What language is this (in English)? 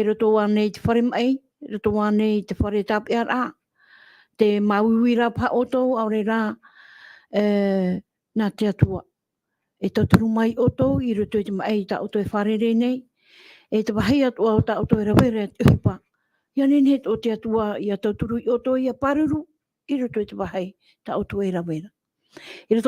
Tahitian